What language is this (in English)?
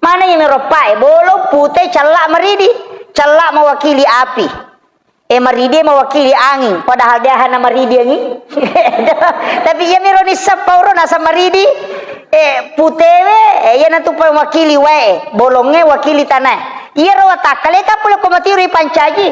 Buginese